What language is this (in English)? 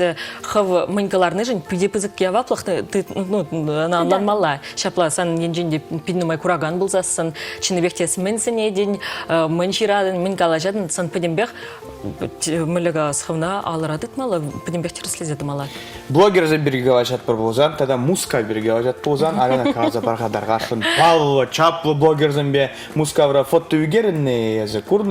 Chuvash